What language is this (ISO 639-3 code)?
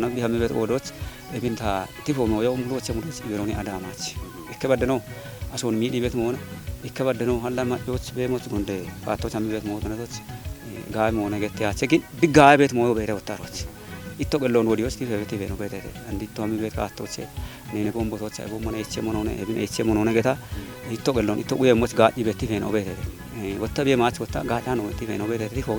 kbr